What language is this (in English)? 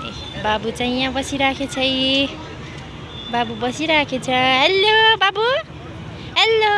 Nepali